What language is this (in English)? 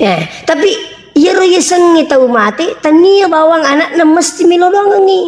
Buginese